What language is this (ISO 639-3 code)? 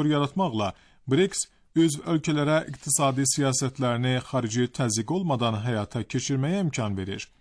aze